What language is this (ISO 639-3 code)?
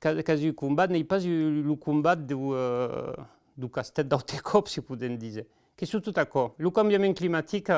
oci